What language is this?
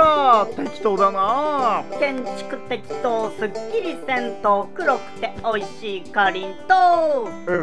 Japanese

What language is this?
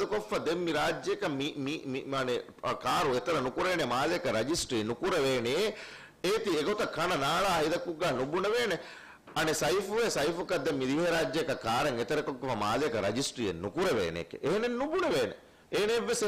Divehi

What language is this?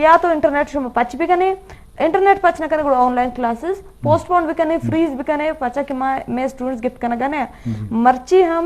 Eastern Balochi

